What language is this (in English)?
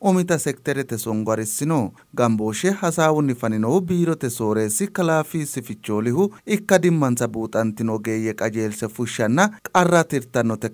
Sidamo